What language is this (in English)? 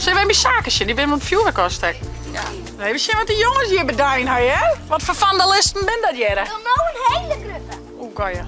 Western Frisian